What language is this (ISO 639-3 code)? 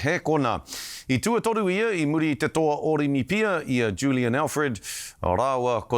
mri